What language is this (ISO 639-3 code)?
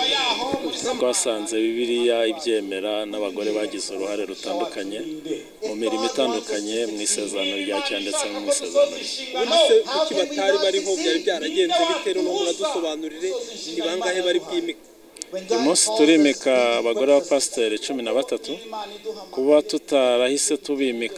kin